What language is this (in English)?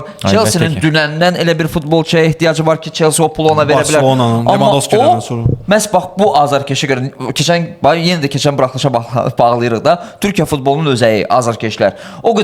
Azerbaijani